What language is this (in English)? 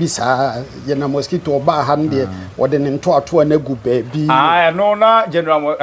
Akan